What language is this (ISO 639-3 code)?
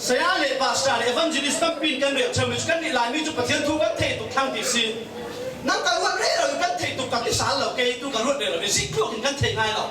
cfm